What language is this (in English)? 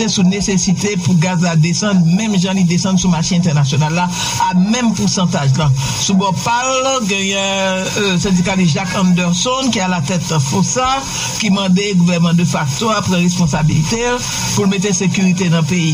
Haitian Creole